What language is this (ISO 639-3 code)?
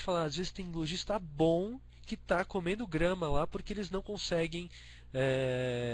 por